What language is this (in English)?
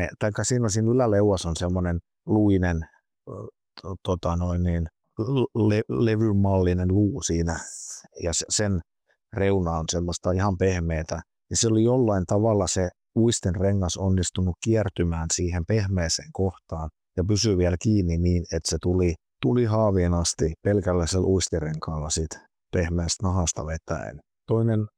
Finnish